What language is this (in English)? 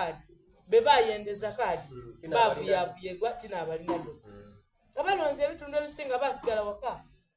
Soga